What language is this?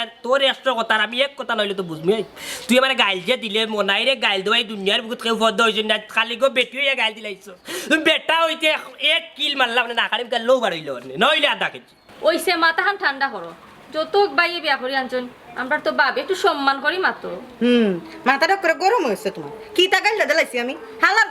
Sylheti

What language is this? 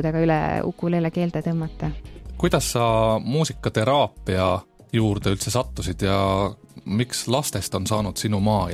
Estonian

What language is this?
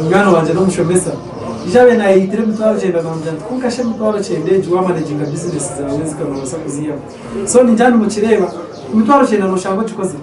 Nyankole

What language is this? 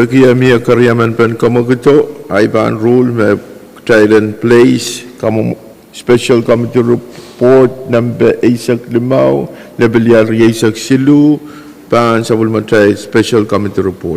Pohnpeian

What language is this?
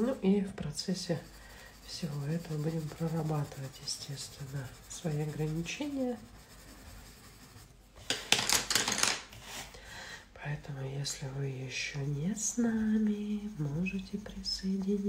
Russian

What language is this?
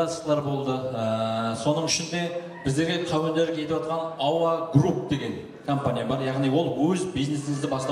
Kara-Kalpak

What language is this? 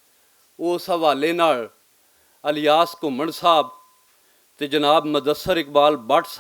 Western Panjabi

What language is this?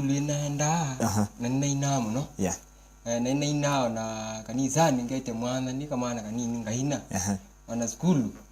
Kamba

